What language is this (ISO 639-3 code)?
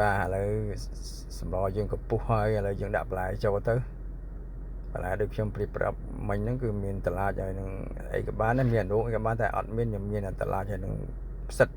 khm